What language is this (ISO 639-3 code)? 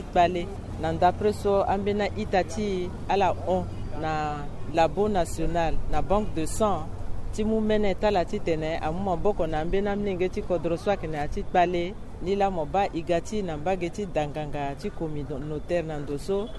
sag